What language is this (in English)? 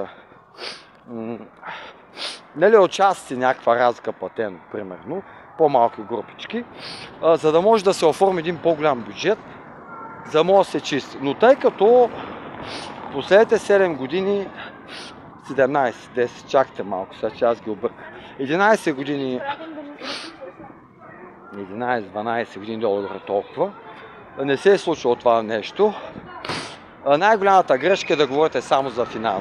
Bulgarian